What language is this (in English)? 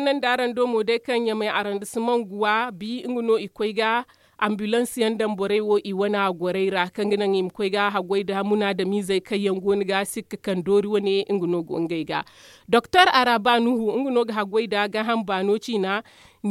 Zarma